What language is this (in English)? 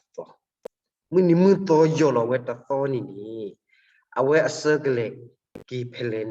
S'gaw Karen